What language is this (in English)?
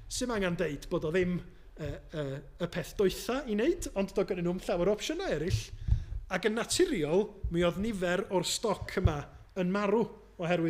Welsh